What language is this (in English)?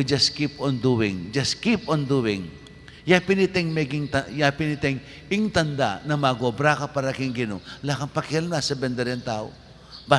Pampanga